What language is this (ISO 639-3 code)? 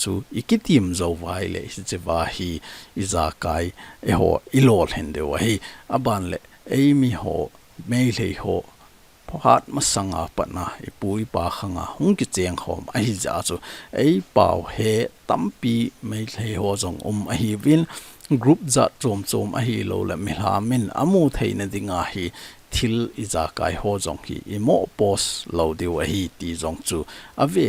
tcz